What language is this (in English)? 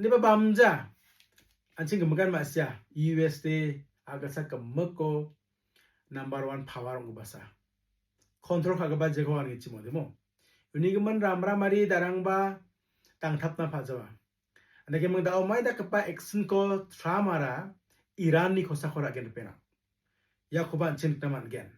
Garo